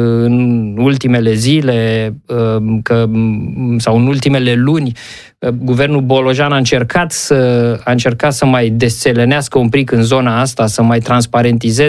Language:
Romanian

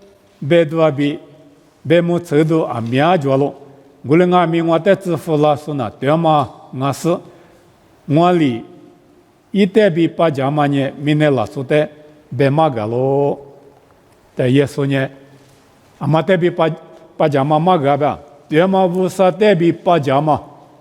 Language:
Lisu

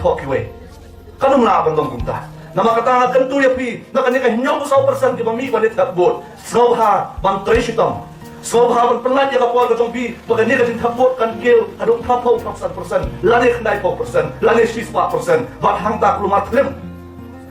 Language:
Khasi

